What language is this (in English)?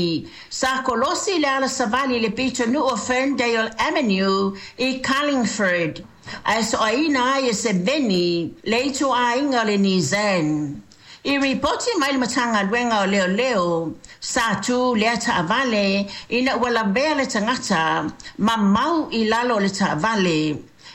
Samoan